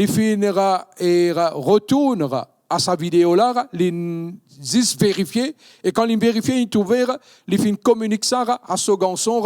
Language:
Morisyen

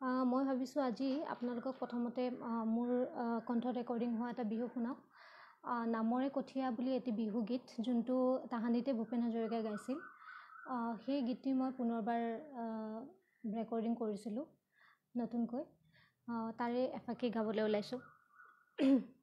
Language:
Assamese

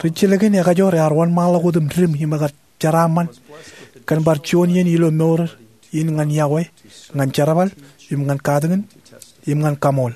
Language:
Marshallese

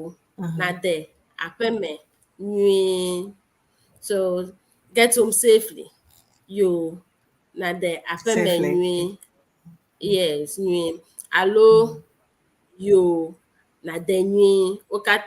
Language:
Ewe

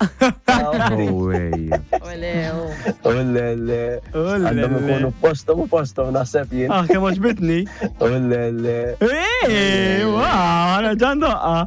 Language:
Maltese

